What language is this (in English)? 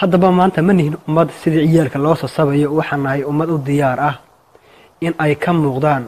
Somali